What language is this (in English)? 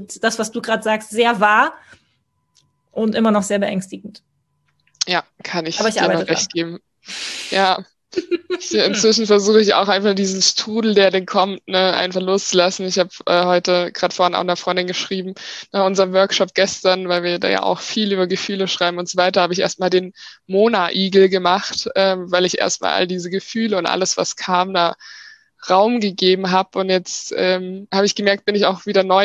German